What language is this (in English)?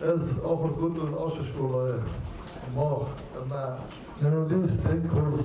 Ossetic